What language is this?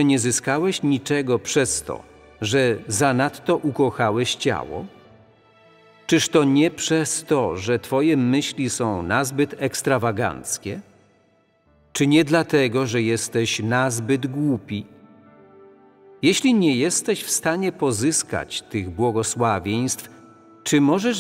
Polish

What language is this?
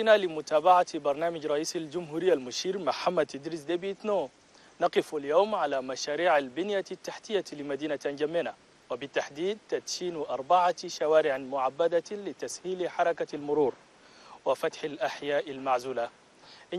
Chadian Arabic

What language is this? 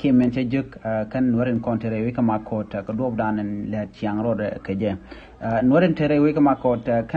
Nuer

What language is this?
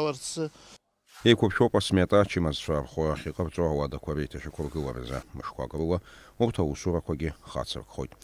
Abkhazian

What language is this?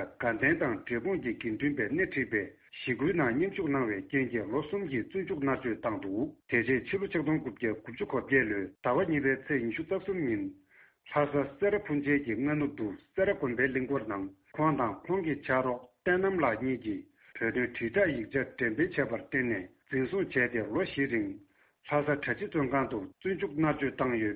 Tibetan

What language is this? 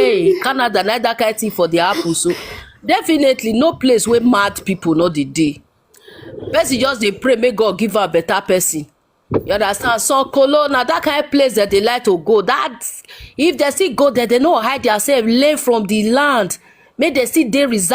Nigerian Pidgin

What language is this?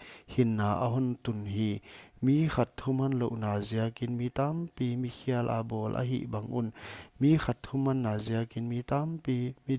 Paite Chin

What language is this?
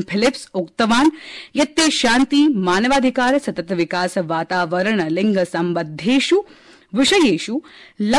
Sanskrit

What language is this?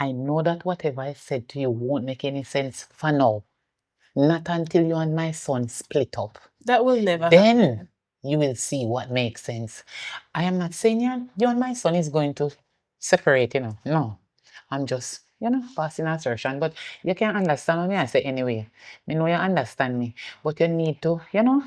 Jamaican Creole English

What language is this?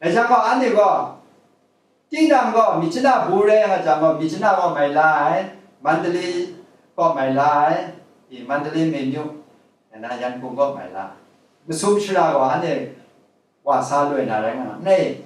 Kachin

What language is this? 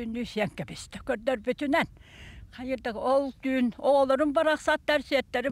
Yakut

